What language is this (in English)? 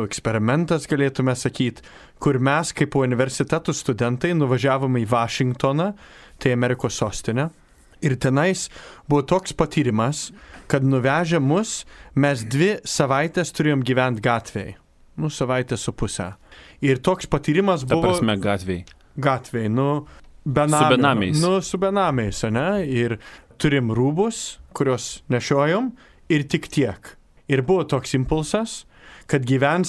Lithuanian